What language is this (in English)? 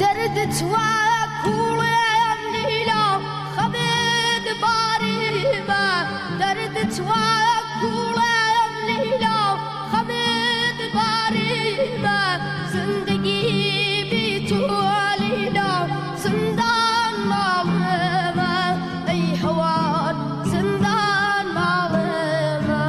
Kurdish